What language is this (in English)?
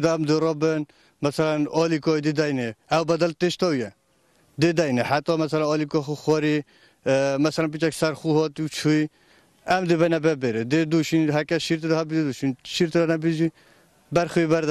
Kurdish